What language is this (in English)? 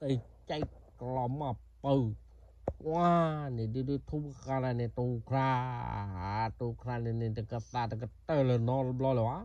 S'gaw Karen